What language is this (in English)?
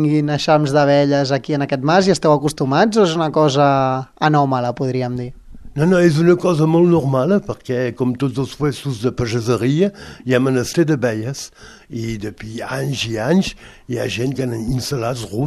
Catalan